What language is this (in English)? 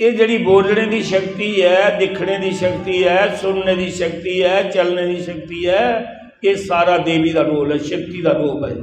Dogri